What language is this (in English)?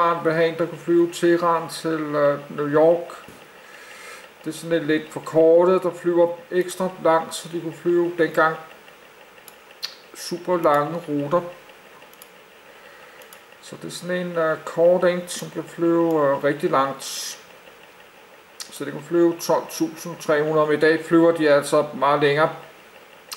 Danish